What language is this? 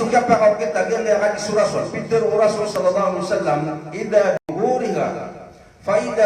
Maranao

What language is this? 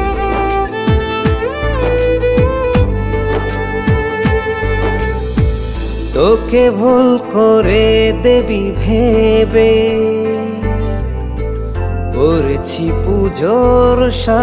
Bangla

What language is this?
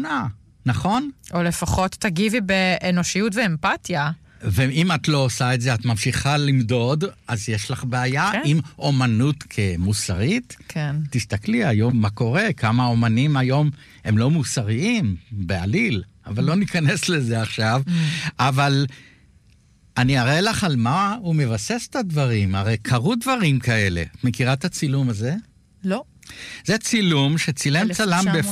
Hebrew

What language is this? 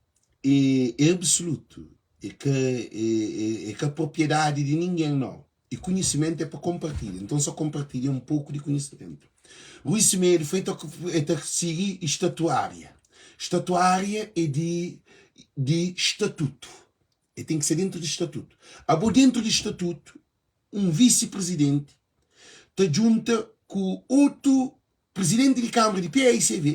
Kabuverdianu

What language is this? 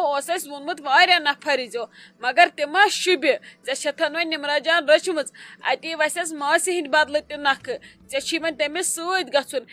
Kashmiri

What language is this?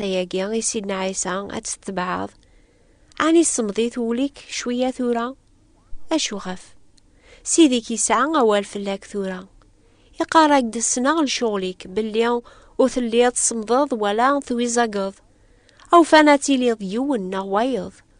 Kabyle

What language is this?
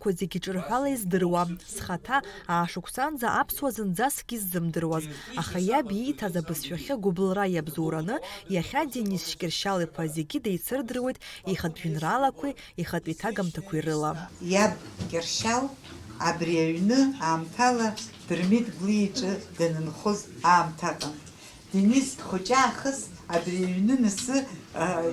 Abkhazian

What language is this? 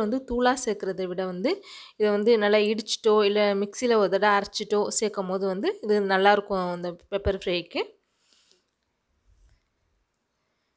Tamil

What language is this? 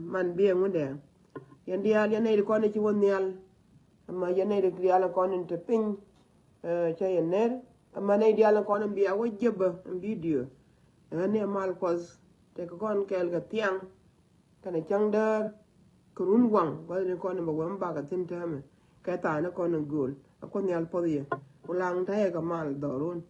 Nuer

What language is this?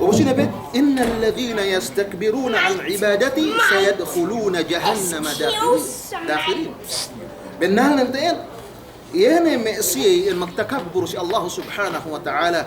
Yakan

